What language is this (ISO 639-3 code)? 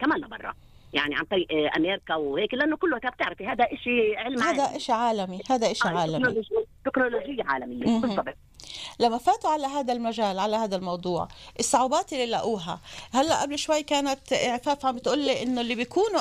apc